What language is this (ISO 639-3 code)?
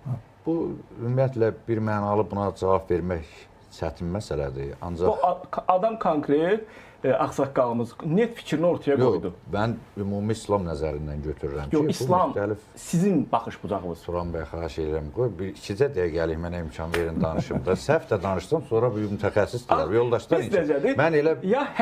aze